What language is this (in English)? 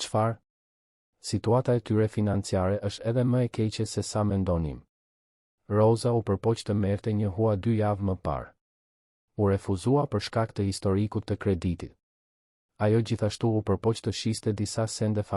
Albanian